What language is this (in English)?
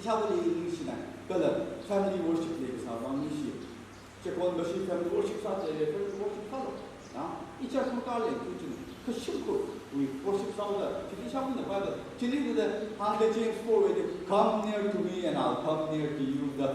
Tangkhul Naga (India)